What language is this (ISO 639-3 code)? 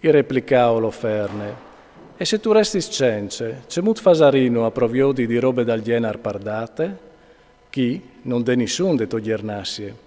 fur